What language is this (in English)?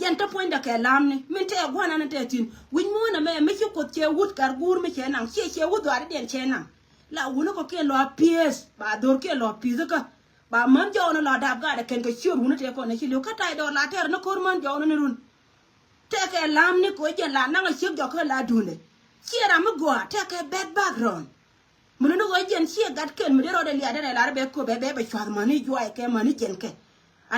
Nuer